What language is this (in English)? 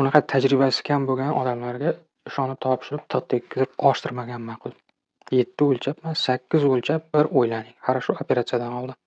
Uzbek